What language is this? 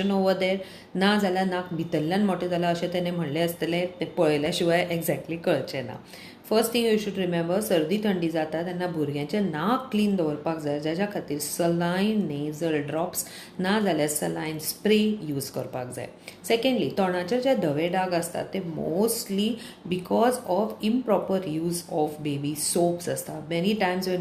Konkani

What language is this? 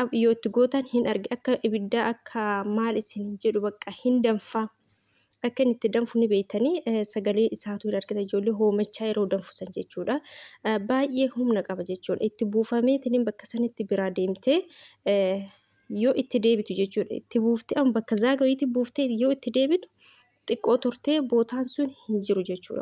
Oromo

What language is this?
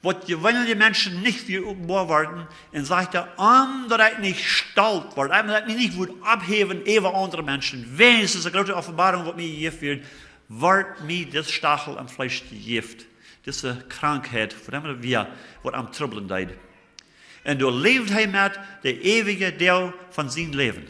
Plautdietsch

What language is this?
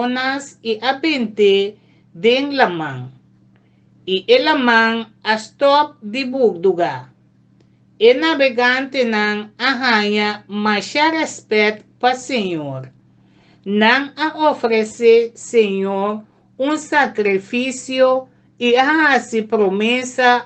Papiamento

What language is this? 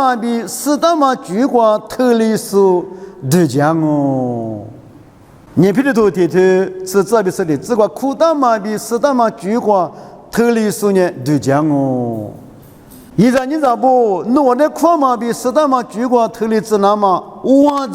Lisu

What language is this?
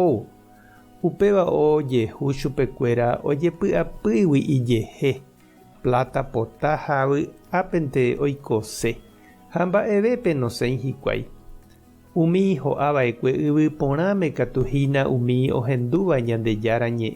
Guarani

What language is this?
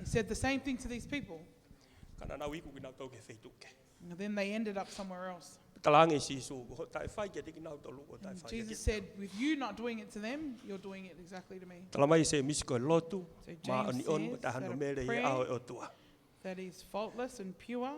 Tongan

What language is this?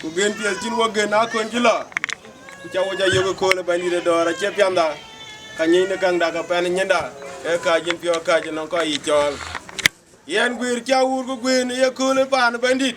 Dinka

